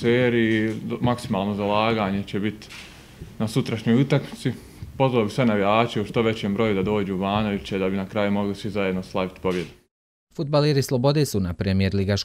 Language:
Bosnian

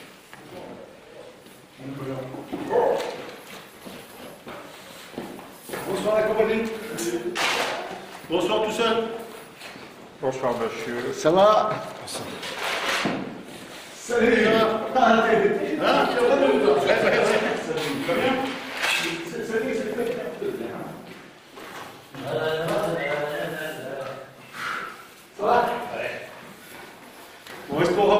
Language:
French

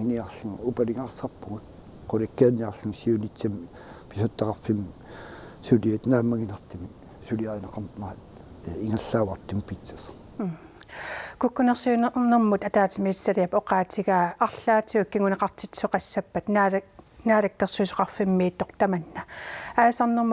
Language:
Kalaallisut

